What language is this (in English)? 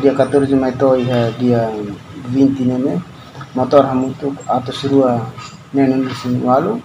Tetum